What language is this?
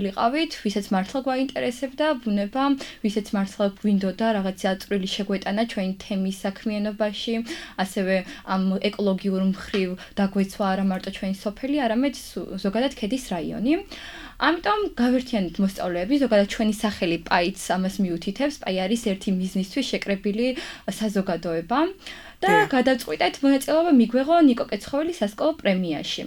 Georgian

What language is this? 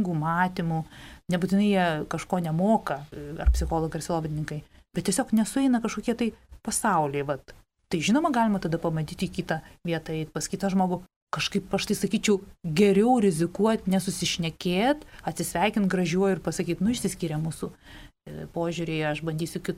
Lithuanian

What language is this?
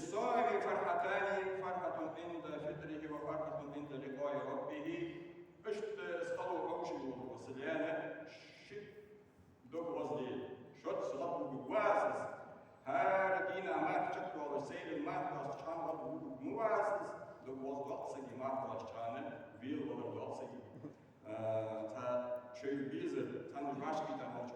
Ingush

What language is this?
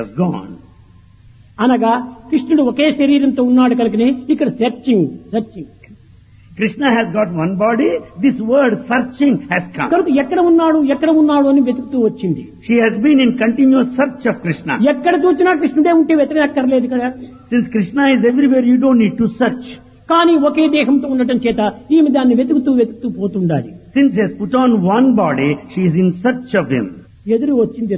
Telugu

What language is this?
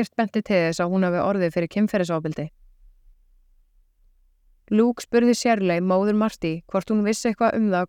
Icelandic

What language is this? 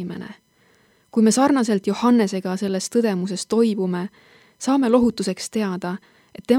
Estonian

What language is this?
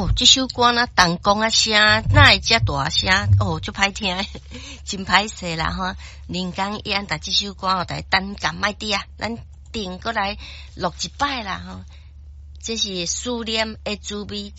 Min Nan Chinese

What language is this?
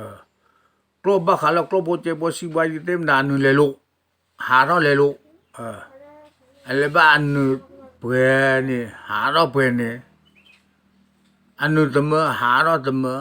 S'gaw Karen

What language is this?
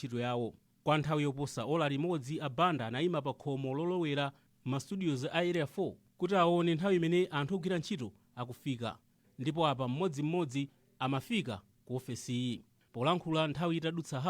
Nyanja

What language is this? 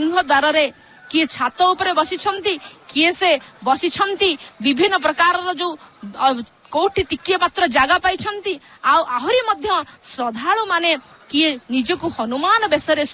Odia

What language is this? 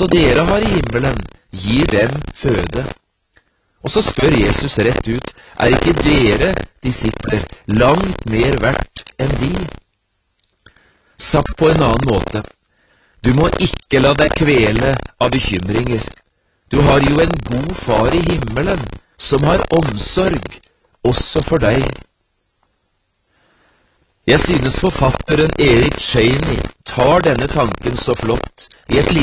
Norwegian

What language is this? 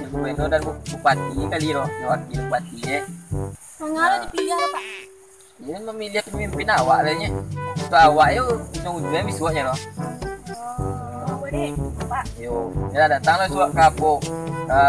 Minangkabau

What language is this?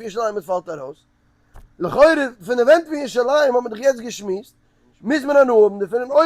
Yiddish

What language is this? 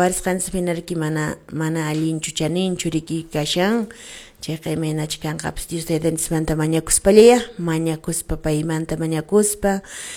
Quechua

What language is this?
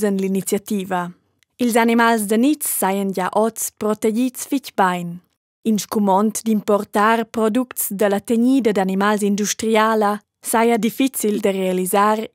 Romansh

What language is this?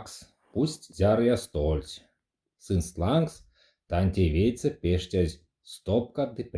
Erzya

